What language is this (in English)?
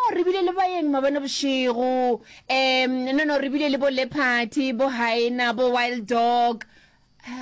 Northern Sotho